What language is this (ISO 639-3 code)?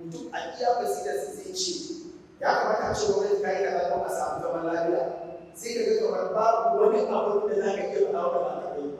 hau